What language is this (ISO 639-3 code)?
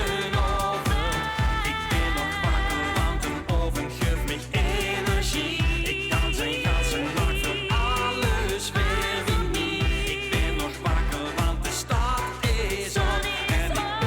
lim